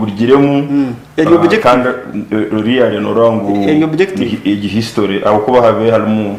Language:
Nyankole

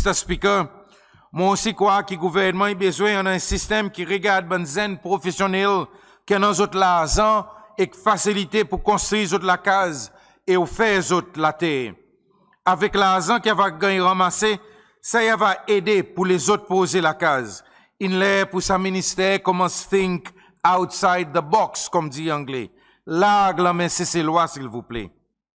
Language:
Seselwa Creole French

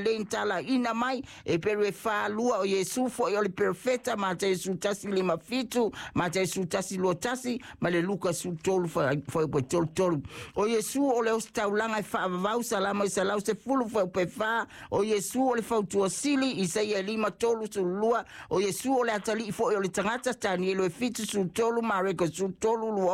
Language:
Samoan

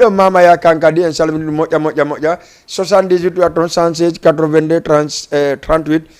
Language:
Fula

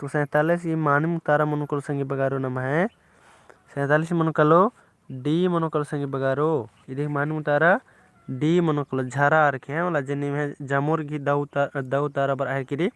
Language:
Kurukh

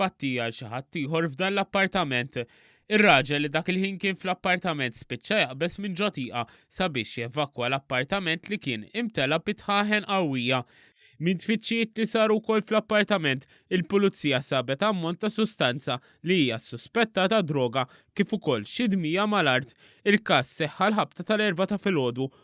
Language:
Maltese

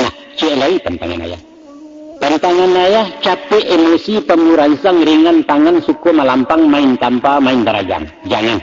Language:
Minangkabau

